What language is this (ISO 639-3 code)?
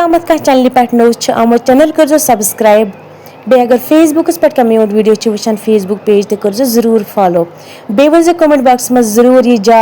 kas